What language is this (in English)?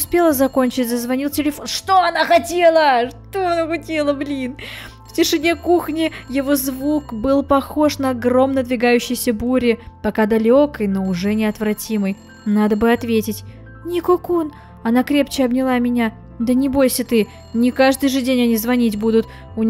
Russian